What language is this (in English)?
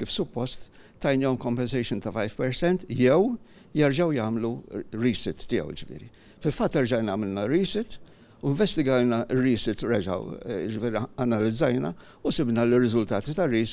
Maltese